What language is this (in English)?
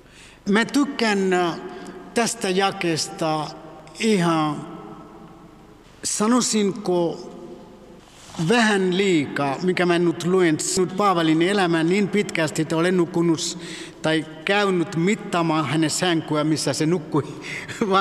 Finnish